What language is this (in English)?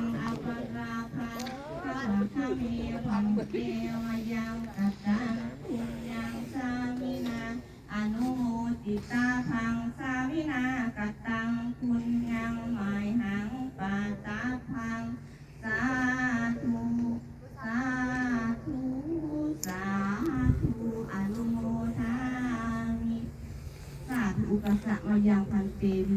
Pali